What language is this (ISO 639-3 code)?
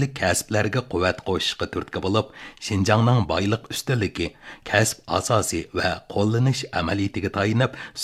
uig